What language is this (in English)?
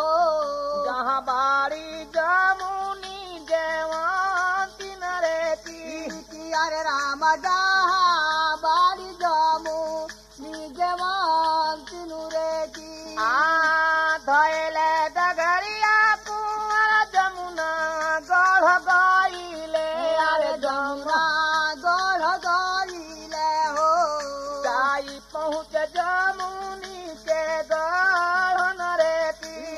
Bhojpuri